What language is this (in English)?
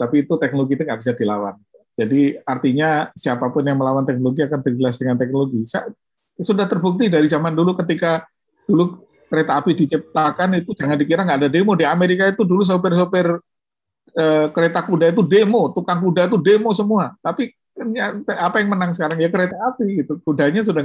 Indonesian